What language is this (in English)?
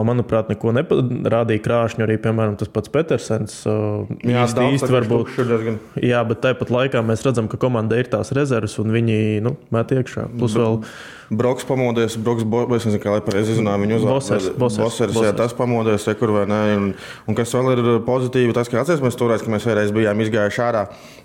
Latvian